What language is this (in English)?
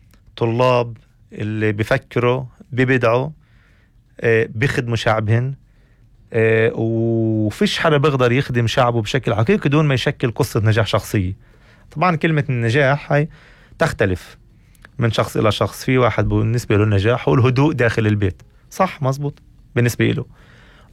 North Levantine Arabic